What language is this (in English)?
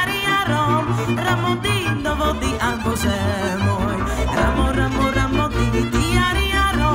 Slovak